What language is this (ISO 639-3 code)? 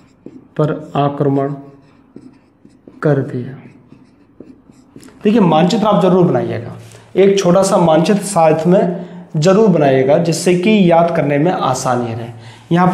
hin